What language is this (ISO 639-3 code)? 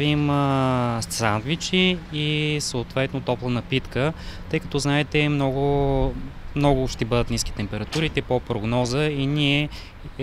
bul